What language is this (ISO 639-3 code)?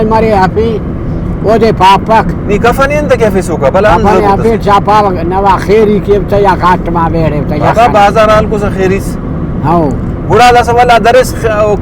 brh